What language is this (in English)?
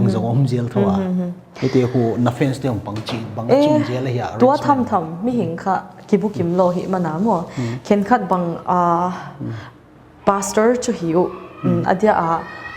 Paite Chin